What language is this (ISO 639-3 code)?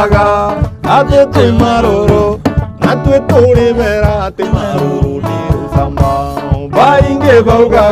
mer